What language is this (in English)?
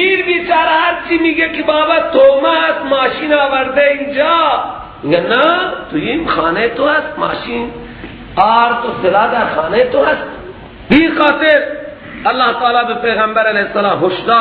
Persian